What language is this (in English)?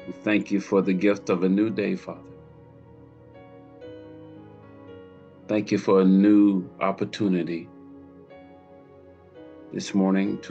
English